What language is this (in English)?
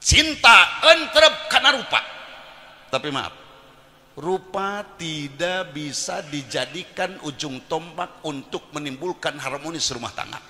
Sundanese